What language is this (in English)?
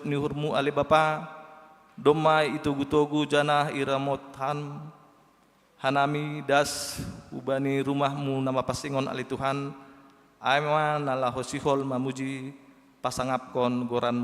Batak Simalungun